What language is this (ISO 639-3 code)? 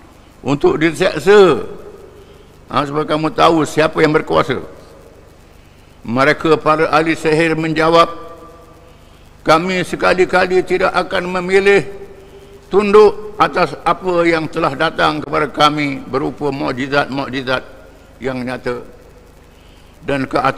msa